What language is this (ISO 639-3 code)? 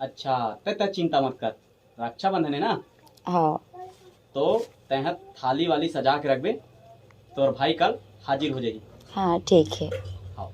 hne